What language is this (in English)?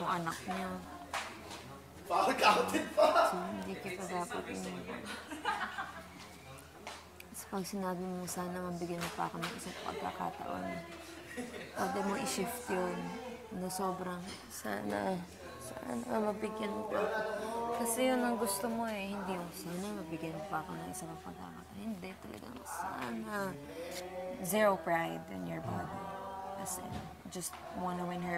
Filipino